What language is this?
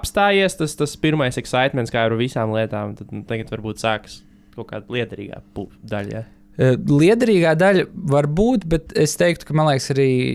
Latvian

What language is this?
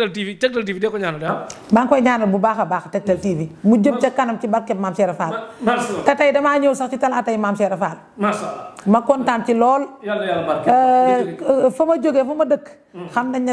Wolof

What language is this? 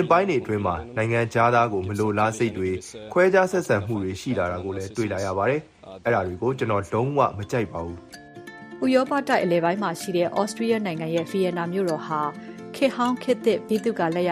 Burmese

